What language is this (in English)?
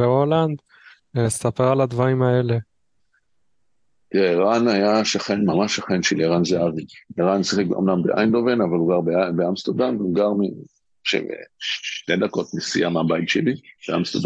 Hebrew